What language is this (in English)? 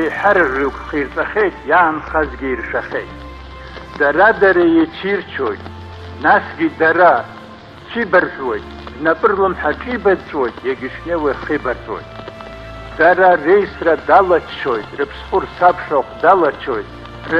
Abkhazian